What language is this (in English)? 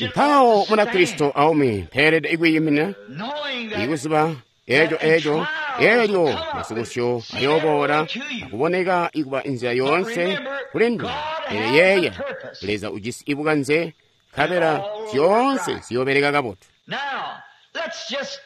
Tonga (Zambia)